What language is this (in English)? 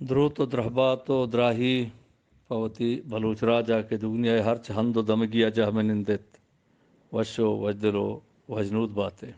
Eastern Balochi